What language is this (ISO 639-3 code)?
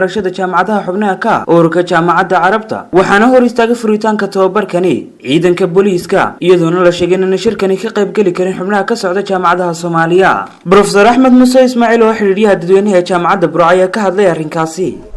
som